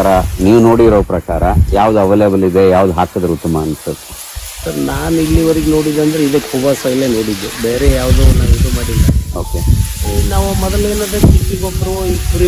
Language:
Kannada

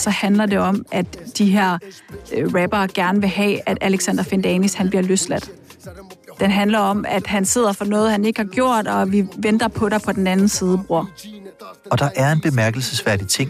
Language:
Danish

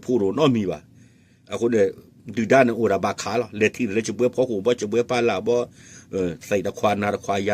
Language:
S'gaw Karen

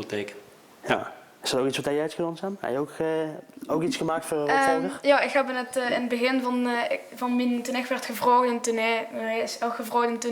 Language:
Limburgish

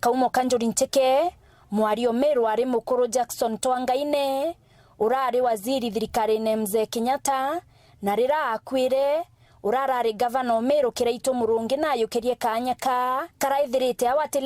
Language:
Meru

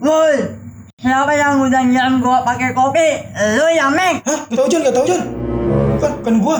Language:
Betawi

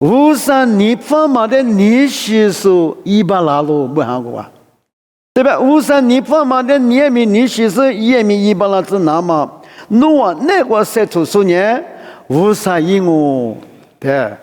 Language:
Lisu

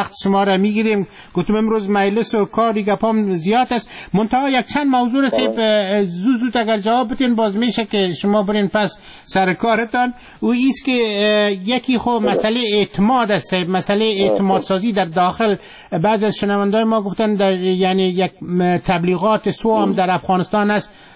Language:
Persian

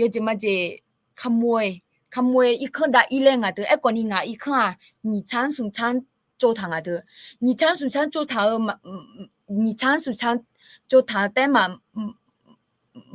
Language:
Akha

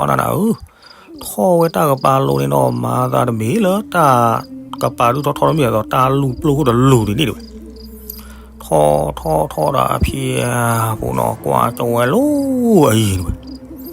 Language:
S'gaw Karen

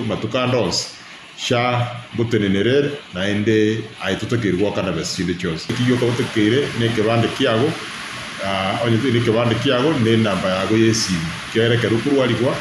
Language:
Gusii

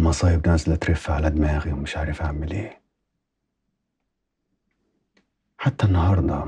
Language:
Egyptian Arabic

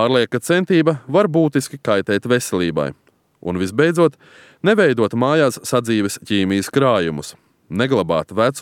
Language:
Latvian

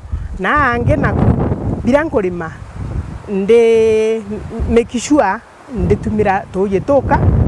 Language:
Meru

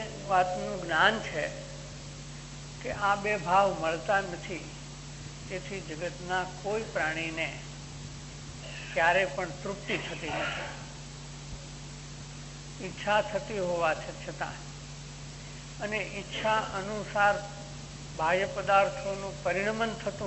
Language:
Gujarati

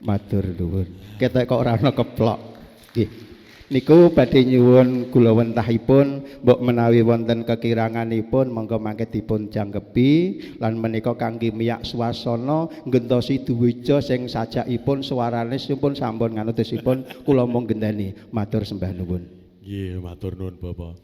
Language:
Javanese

